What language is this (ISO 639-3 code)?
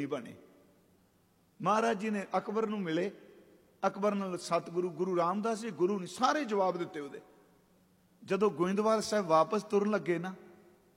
pan